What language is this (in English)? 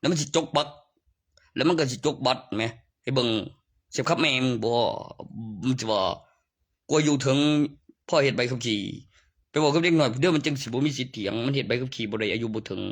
Northeastern Thai